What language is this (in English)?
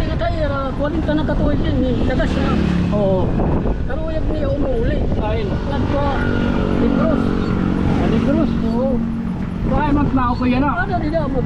Waray